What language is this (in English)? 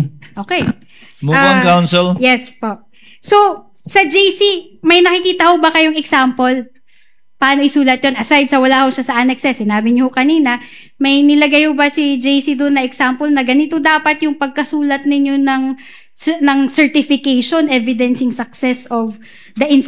Filipino